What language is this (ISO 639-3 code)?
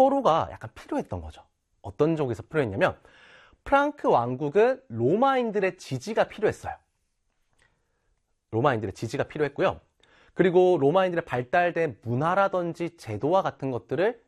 kor